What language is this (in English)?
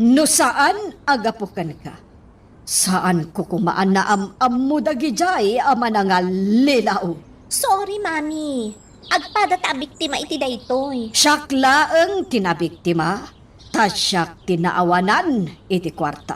Iloko